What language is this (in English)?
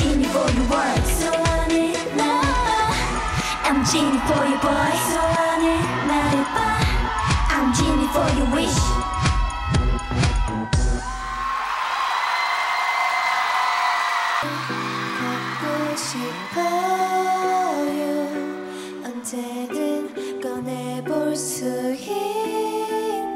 Korean